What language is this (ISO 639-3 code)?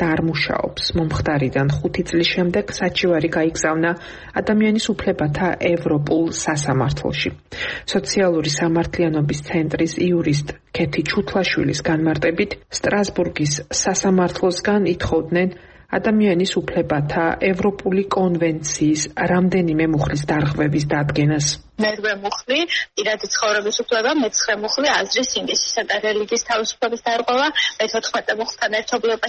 kat